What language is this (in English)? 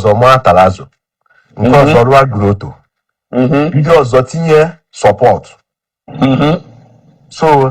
Igbo